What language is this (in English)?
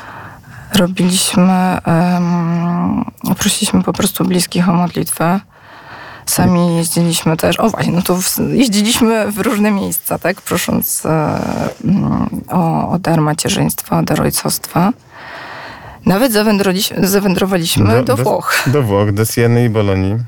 Polish